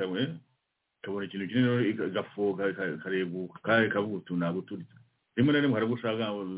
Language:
Kinyarwanda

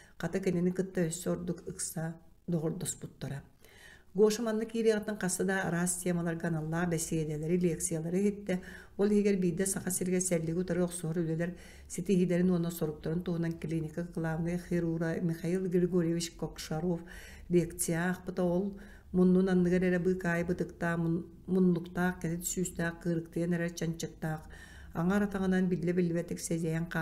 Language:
Yakut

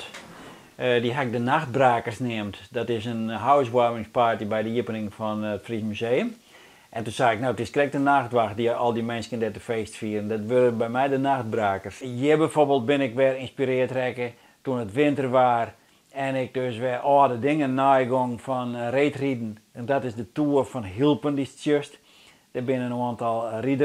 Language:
Western Frisian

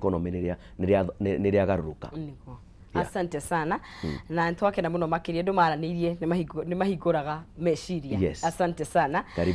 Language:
Kikuyu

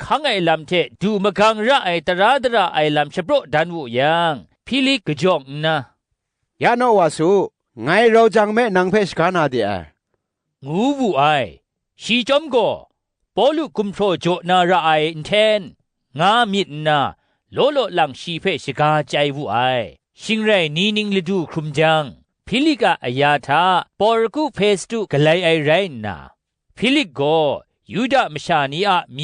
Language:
Kachin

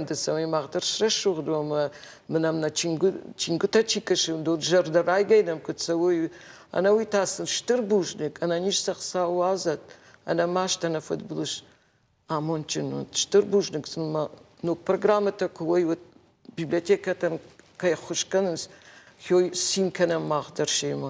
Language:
Ossetic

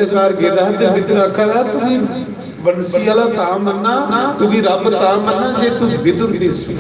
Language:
Dogri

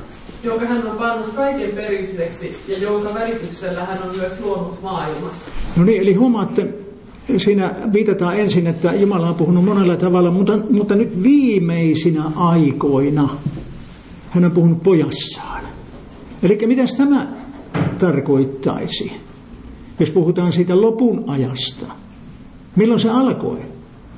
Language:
Finnish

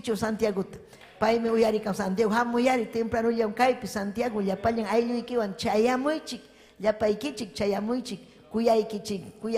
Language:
Ayacucho Quechua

